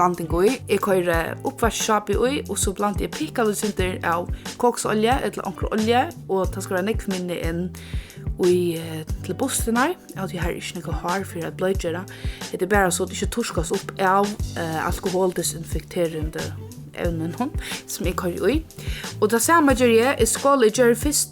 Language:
Faroese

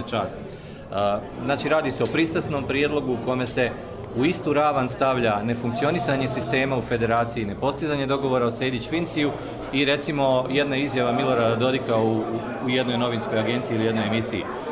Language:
Croatian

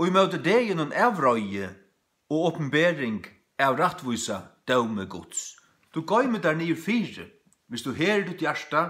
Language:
Faroese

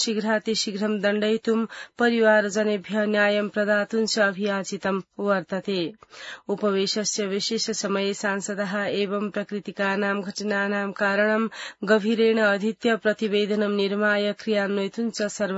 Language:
Sanskrit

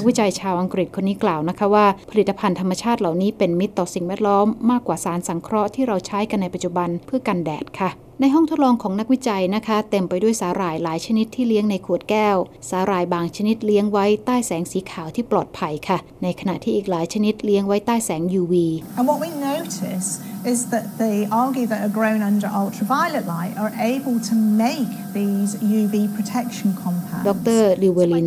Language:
Thai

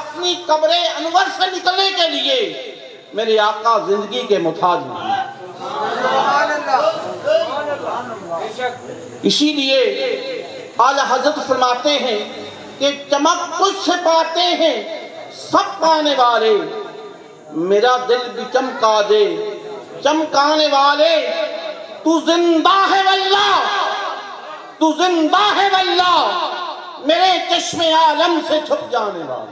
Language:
Urdu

